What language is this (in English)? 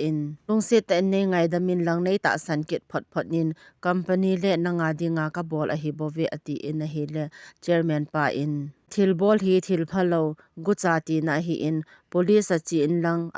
Thado Chin